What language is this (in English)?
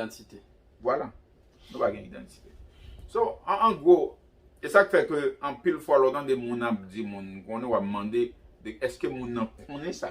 Haitian Creole